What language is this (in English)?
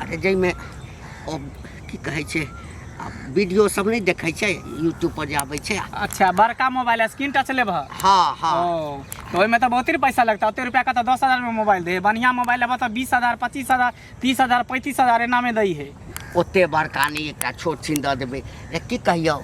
Maithili